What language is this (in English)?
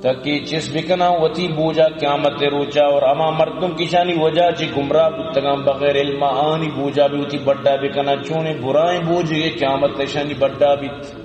Eastern Balochi